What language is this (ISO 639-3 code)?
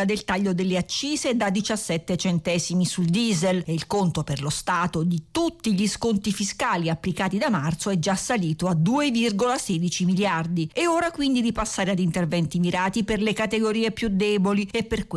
ita